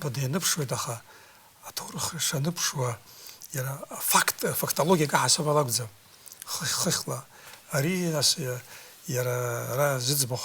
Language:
Abkhazian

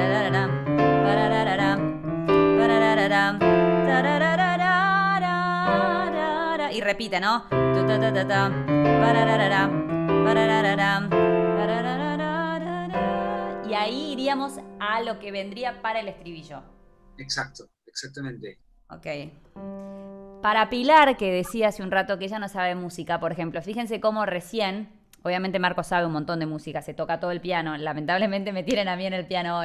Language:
Spanish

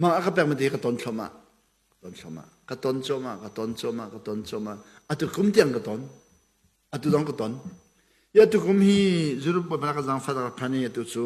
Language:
Hakha Chin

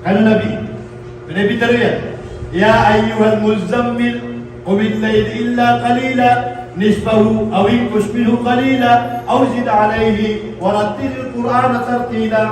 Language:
Maranao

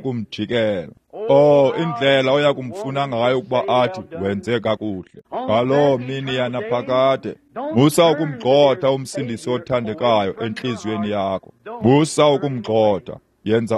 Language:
Xhosa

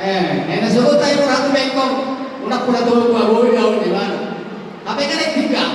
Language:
Batak Toba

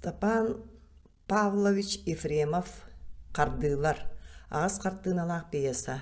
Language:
Yakut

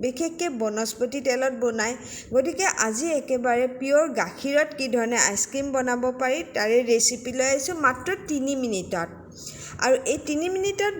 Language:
Assamese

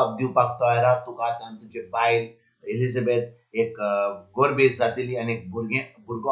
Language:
Konkani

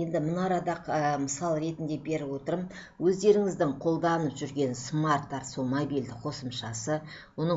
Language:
Kazakh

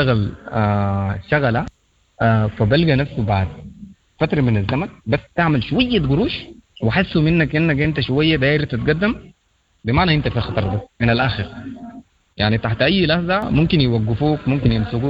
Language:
Sudanese Arabic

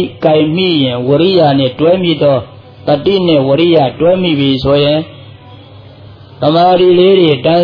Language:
Burmese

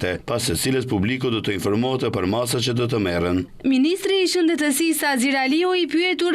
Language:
Albanian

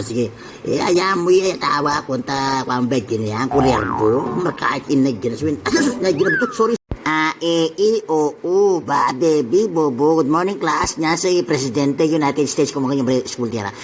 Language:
Itawit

